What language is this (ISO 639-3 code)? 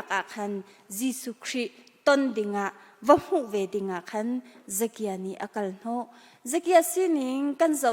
cnh